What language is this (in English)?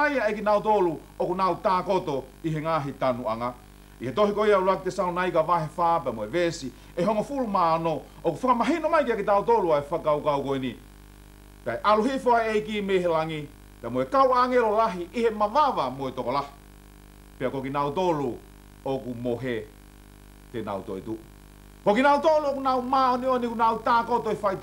Tongan